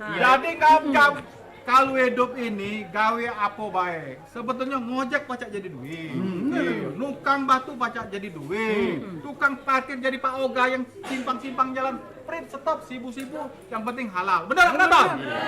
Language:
Musi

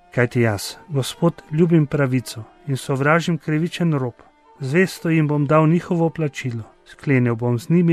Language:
Slovenian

